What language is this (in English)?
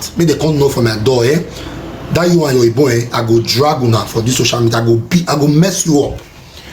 Nigerian Pidgin